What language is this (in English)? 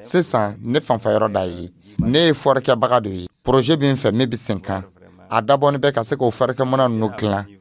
Dyula